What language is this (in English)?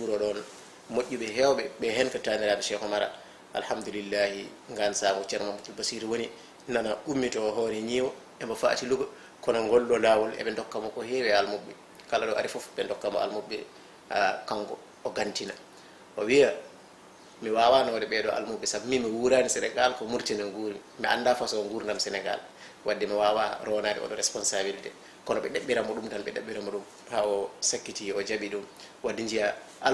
Fula